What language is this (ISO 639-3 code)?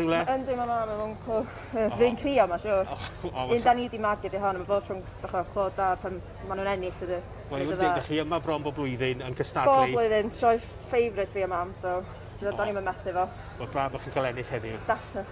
cym